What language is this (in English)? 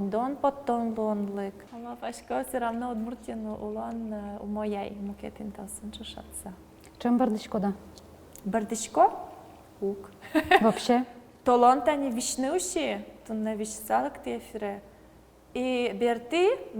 Udmurt